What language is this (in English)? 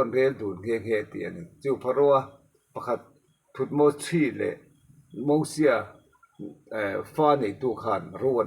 Mizo